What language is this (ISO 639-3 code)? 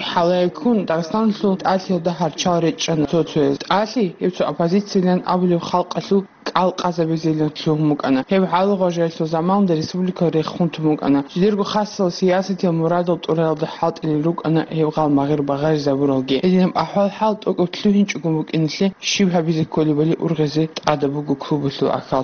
ava